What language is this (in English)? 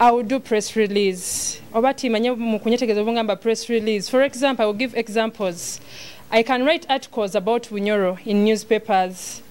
Nyoro